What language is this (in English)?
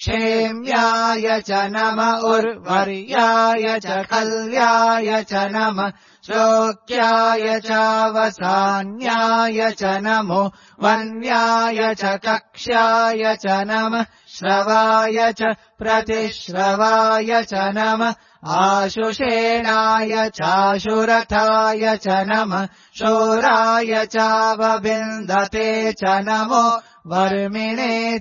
Sanskrit